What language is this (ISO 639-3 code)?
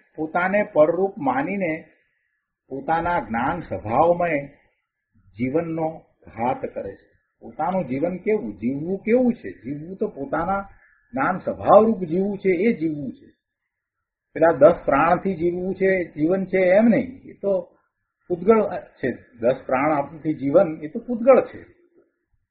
guj